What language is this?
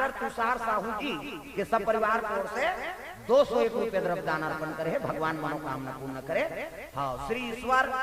Chhattisgarhi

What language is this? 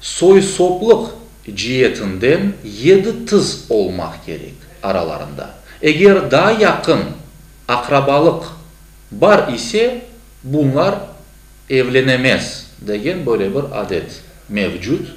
Crimean Tatar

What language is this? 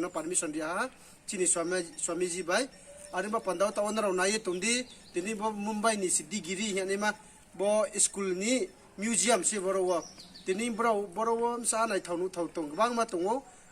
Riang (India)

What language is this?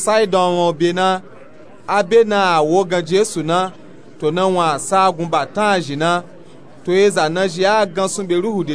Nupe-Nupe-Tako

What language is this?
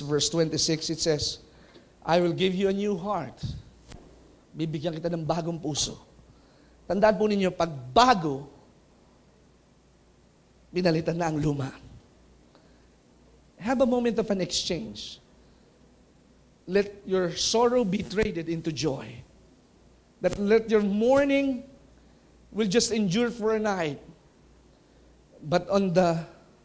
Filipino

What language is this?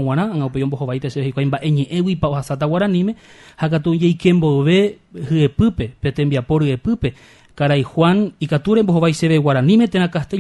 Guarani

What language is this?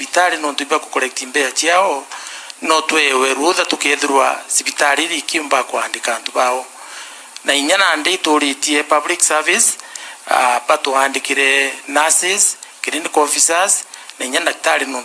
Meru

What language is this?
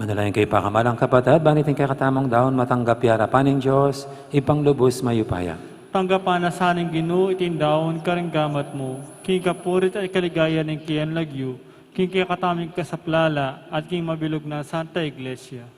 Pampanga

